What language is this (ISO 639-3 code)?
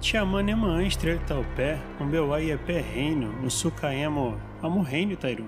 yrl